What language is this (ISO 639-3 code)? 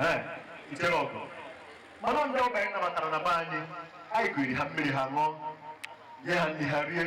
ibo